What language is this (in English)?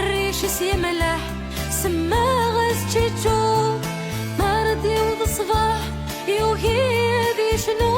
Kabyle